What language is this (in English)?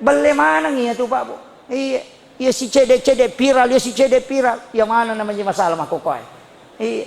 Buginese